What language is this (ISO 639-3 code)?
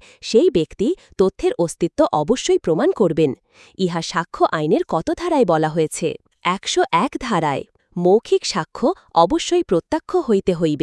ben